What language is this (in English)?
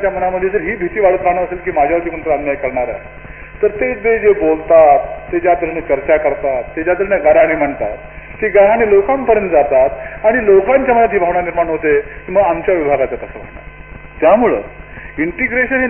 Marathi